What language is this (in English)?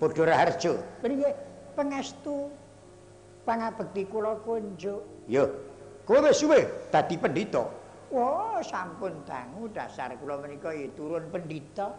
Javanese